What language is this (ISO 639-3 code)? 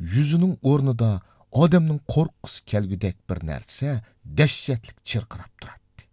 uig